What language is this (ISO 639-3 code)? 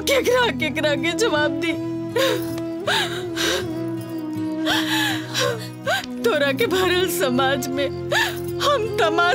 bho